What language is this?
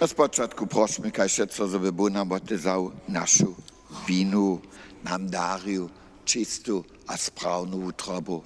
Upper Sorbian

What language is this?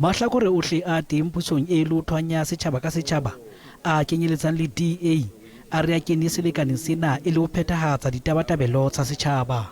Southern Sotho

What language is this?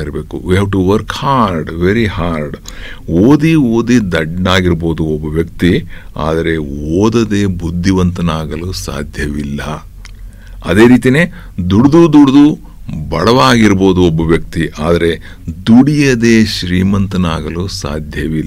Kannada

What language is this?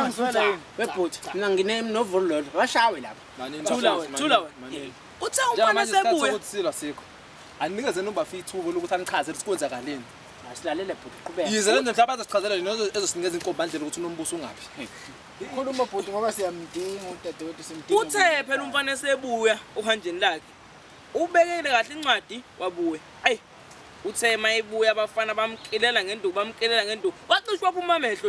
Zulu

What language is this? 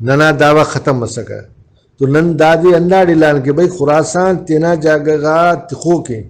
Brahui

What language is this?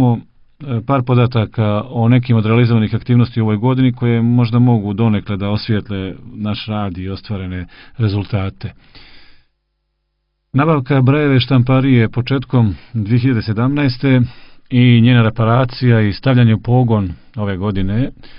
Serbian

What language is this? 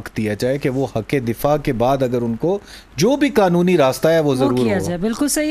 Urdu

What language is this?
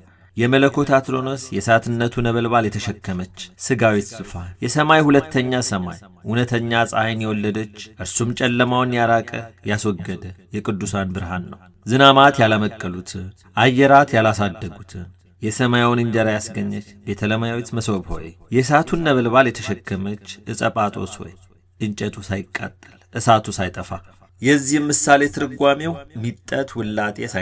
Amharic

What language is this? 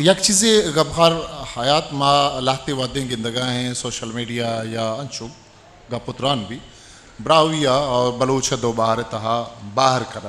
Eastern Balochi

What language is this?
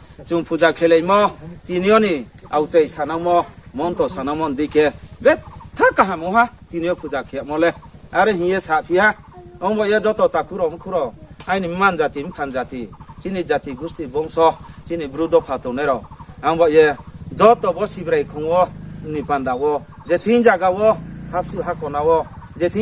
Riang (India)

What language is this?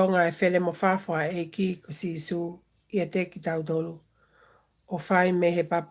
Tongan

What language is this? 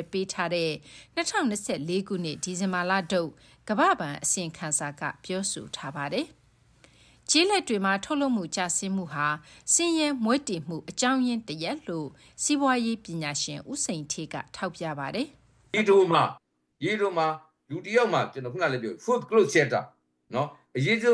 Burmese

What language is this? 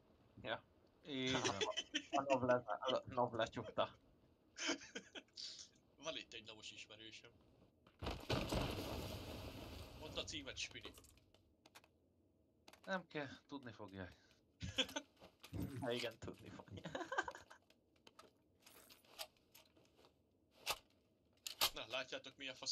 Hungarian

